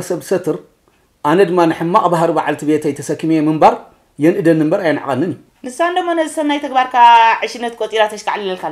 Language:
Tigrinya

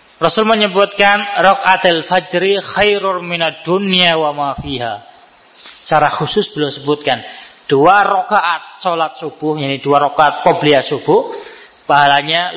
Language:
Indonesian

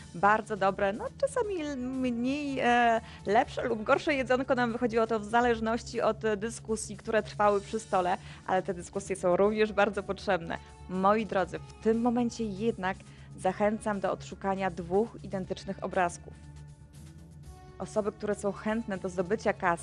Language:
Polish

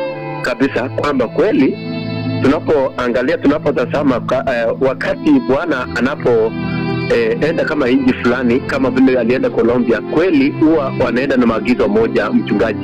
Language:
Swahili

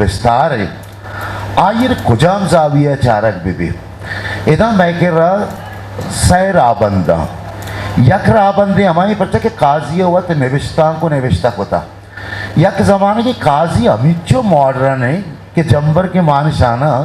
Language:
Eastern Balochi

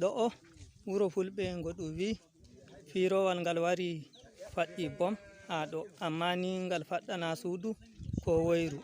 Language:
Fula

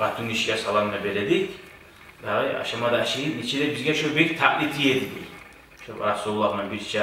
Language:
Kumyk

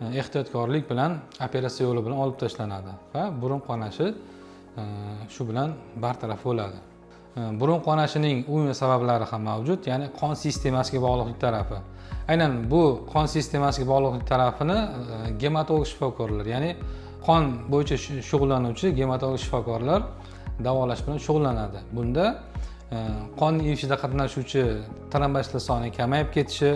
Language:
Uzbek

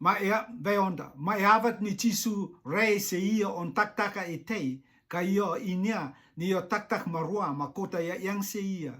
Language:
Rotuman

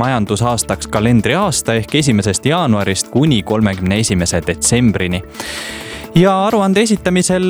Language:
Estonian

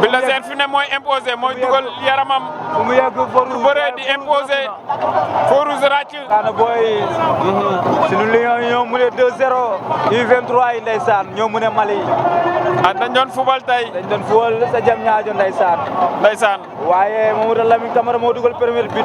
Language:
Wolof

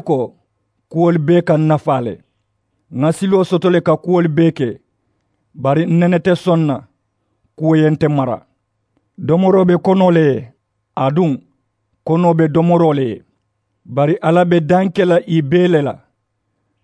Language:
Mandingo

